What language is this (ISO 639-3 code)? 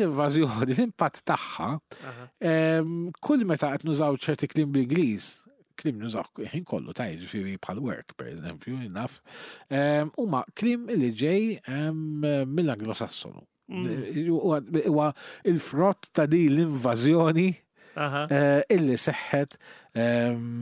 mlt